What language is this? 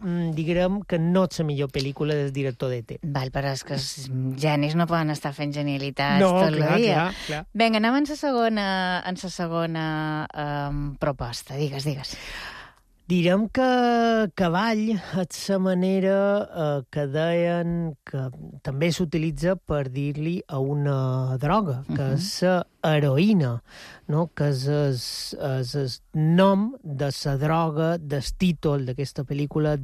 Catalan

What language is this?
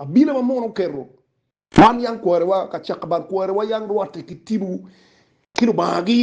Acoli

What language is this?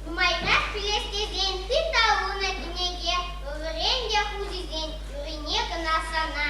Chuvash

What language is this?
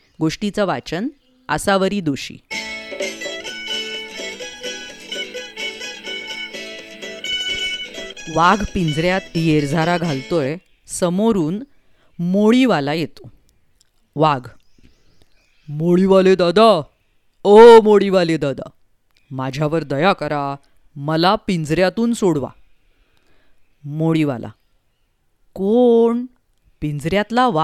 Marathi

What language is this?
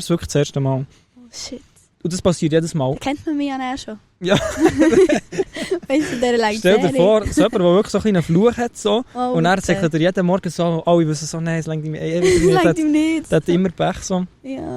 Swiss German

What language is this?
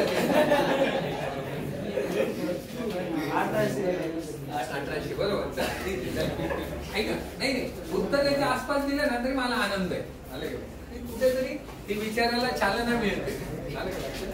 Marathi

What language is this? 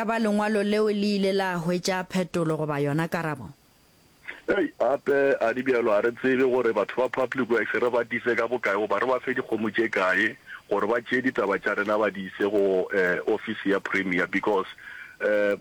Northern Sotho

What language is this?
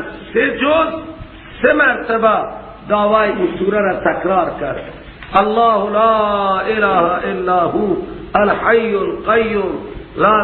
Persian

